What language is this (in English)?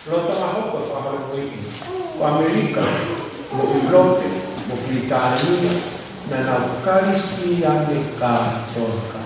Tongan